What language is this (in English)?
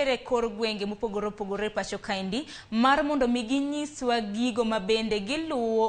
Luo (Kenya and Tanzania)